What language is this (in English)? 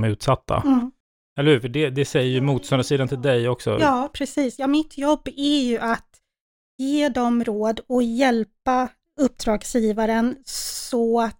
Swedish